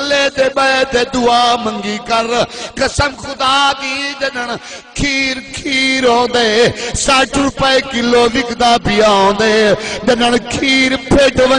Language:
Saraiki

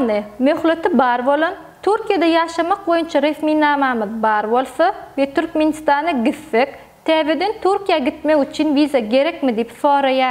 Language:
Turkmen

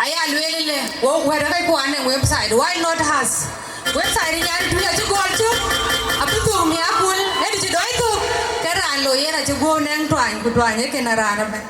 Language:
Dinka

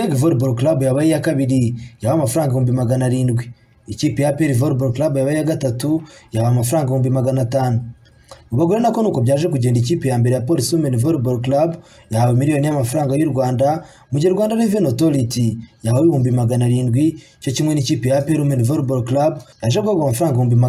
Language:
Kinyarwanda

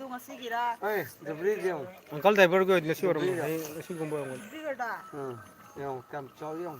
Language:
Manipuri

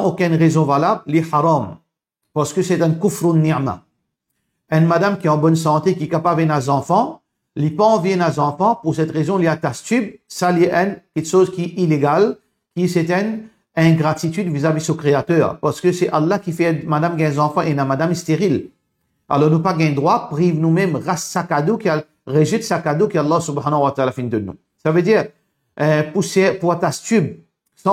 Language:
Morisyen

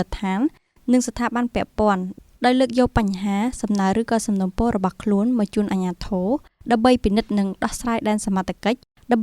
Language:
Khmer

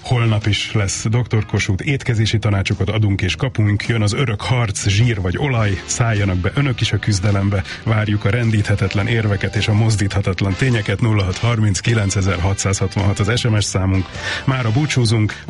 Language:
Hungarian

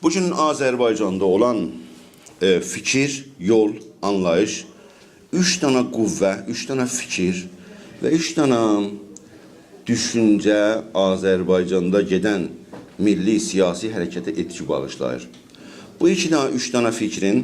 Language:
South Azerbaijani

